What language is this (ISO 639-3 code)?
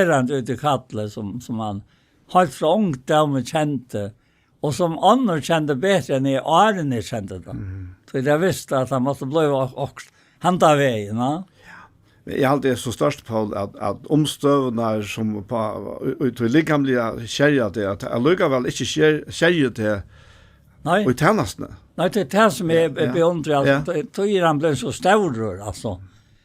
fao